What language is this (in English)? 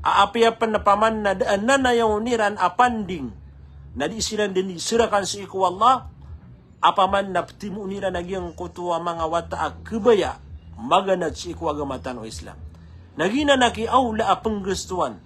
Maranao